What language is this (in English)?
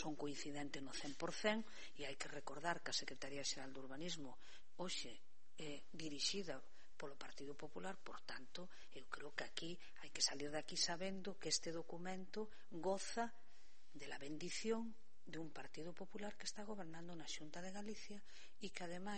Galician